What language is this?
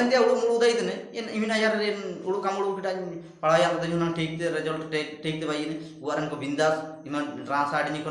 Ho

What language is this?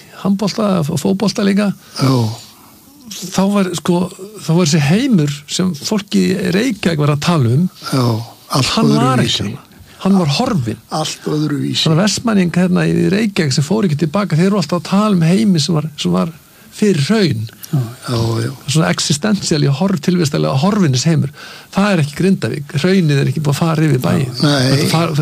Icelandic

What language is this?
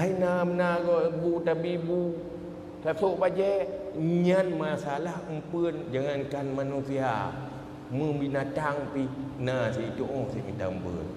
Achinese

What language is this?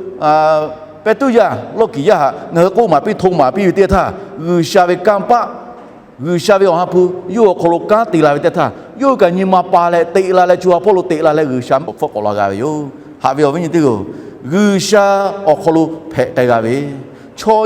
Lahu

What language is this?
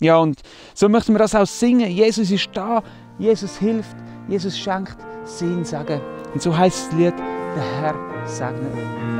Swiss German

